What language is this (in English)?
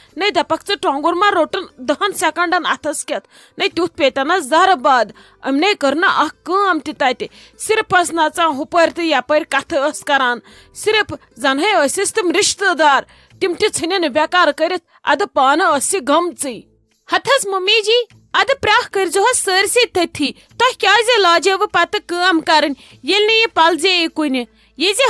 Kashmiri